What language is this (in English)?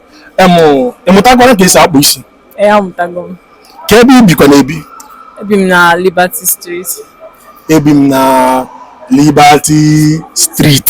Igbo